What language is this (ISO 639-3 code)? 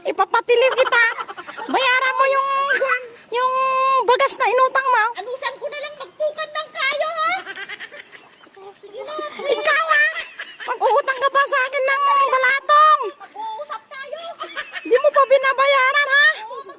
ilo